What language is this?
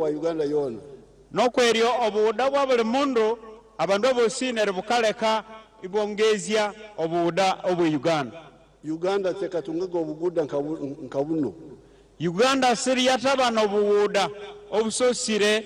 Nyankole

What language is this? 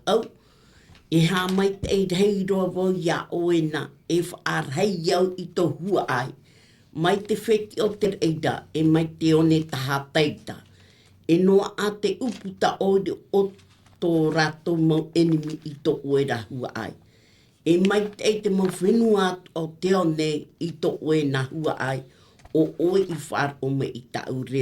Tahitian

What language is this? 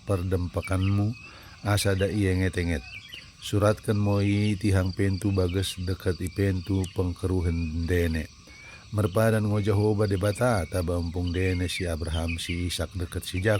Batak Dairi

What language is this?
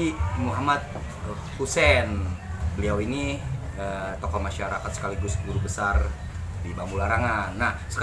Betawi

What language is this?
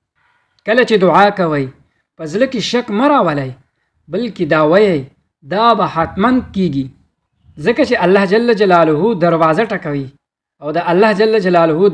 Pashto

